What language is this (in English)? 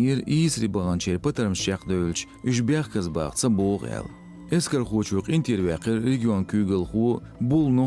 Chechen